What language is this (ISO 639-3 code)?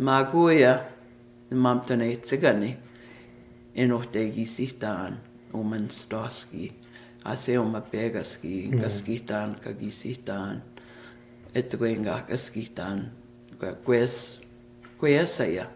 crk